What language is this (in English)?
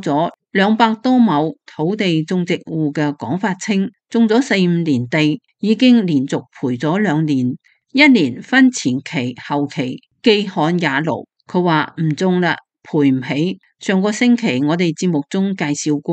Cantonese